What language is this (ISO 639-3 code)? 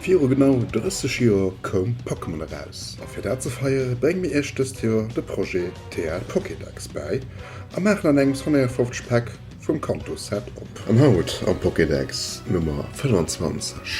ltz